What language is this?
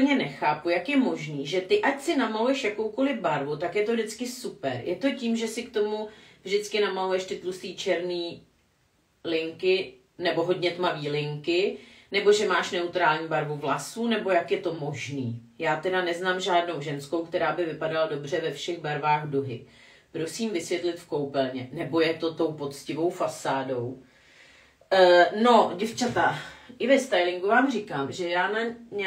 Czech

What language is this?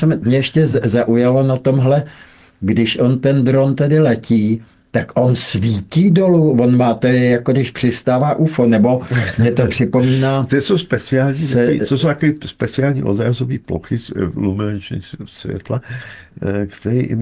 Czech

